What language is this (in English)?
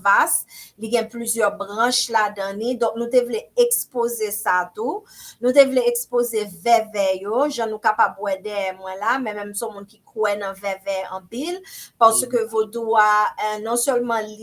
Haitian Creole